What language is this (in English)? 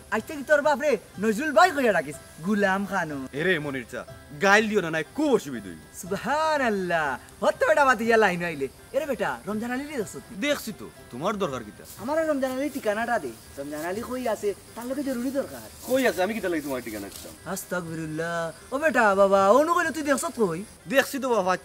Sylheti